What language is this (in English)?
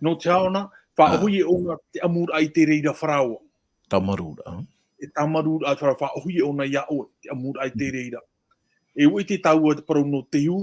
Tahitian